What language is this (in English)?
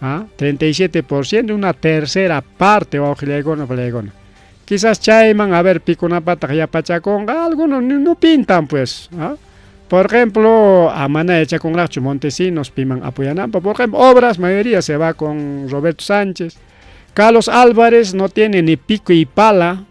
Ayacucho Quechua